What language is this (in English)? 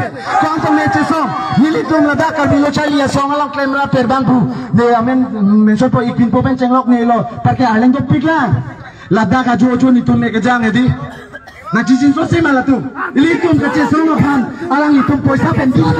Karbi